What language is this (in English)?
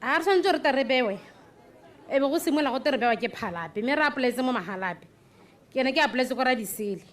Tswana